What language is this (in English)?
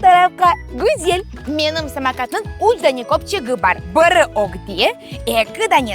Crimean Tatar